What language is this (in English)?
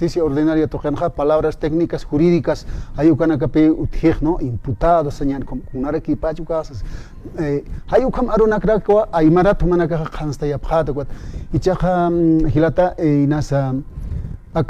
Aymara